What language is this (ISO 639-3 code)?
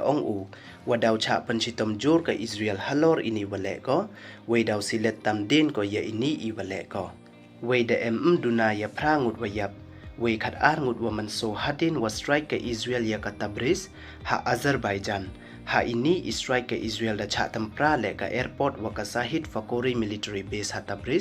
pbv